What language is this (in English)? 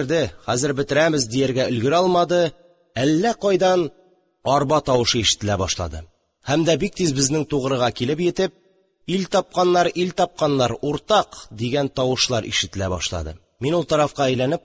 Tatar